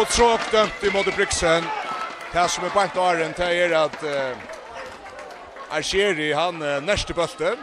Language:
Faroese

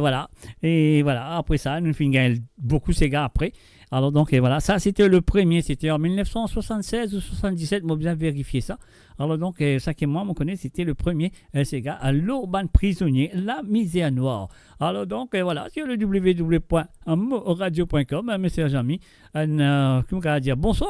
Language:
Morisyen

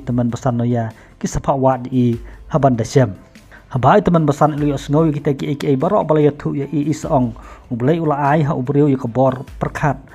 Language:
Khasi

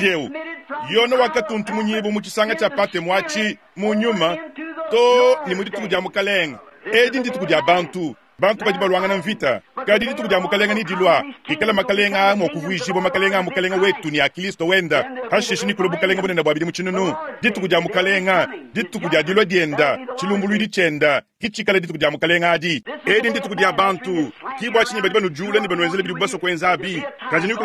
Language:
Luba-Lulua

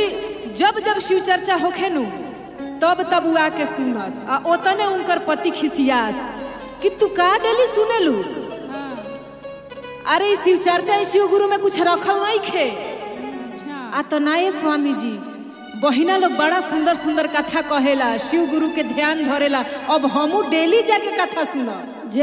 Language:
Bhojpuri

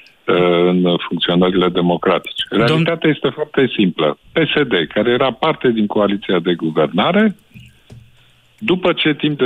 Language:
Romanian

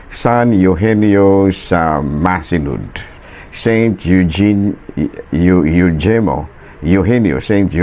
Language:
Cebuano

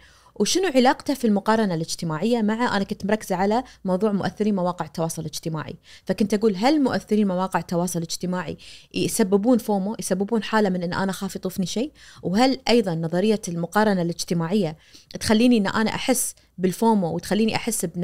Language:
Najdi Arabic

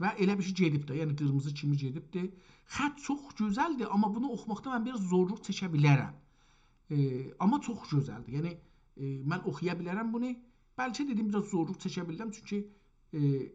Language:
South Azerbaijani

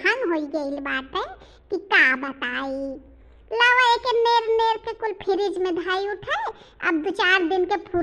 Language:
Bhojpuri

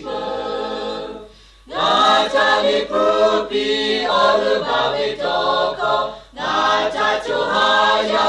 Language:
Lahu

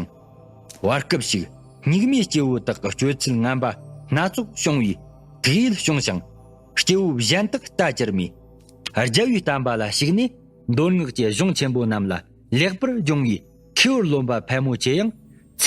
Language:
Tibetan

